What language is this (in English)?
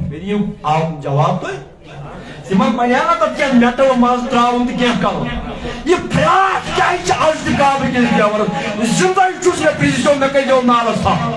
Kashmiri